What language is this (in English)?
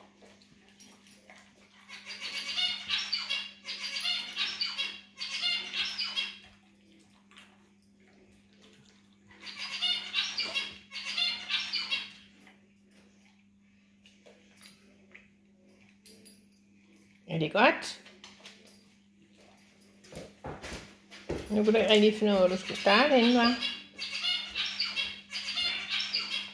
Danish